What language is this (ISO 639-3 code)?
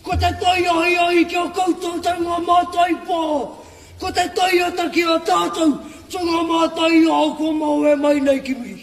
mri